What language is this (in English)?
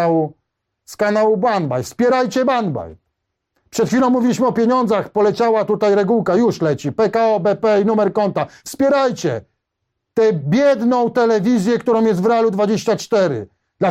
Polish